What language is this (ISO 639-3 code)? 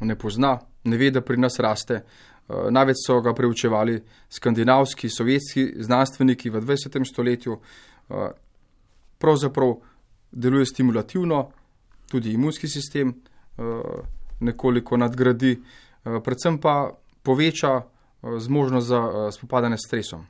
slv